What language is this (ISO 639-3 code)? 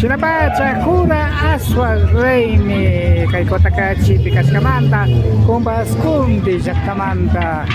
qvi